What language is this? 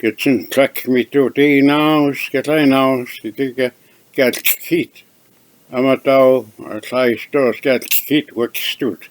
Mehek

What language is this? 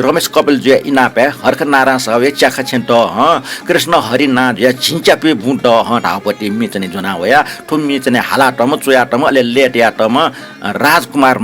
Newari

